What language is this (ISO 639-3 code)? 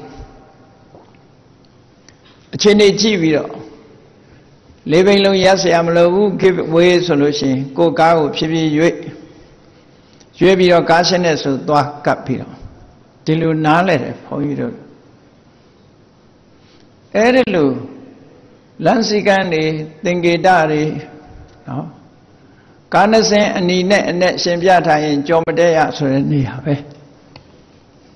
mya